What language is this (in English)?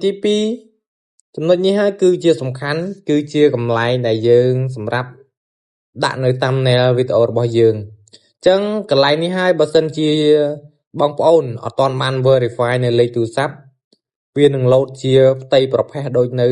Khmer